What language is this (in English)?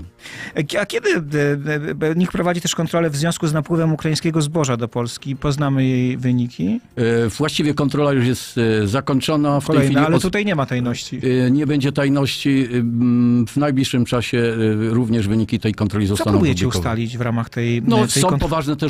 Polish